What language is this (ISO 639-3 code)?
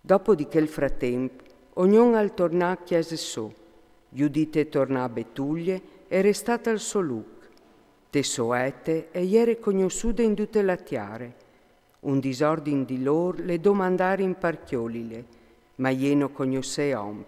fur